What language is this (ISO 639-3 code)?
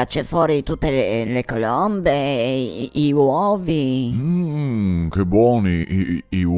vec